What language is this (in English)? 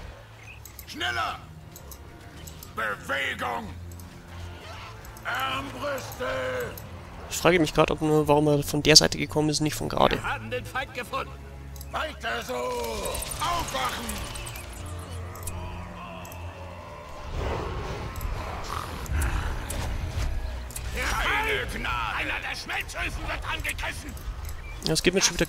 German